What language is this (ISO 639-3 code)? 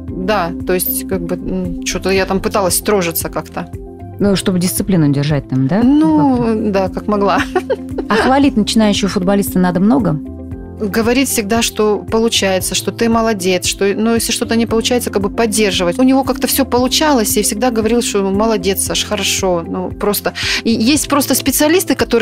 rus